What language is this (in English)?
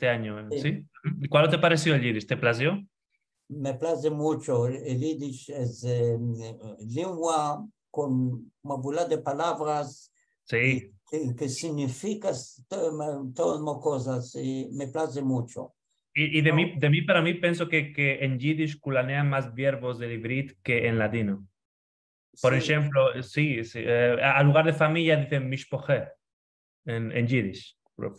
Ladino